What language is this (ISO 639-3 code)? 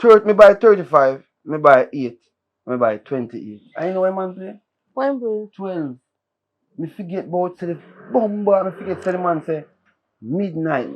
jam